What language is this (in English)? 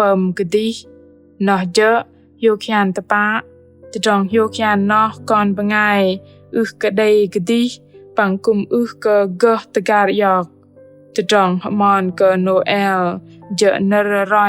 Bahnar